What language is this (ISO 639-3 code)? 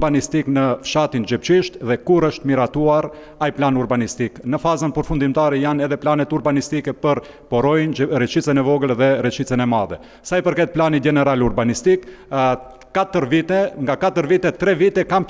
sqi